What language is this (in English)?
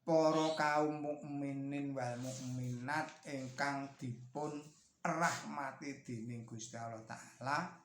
Javanese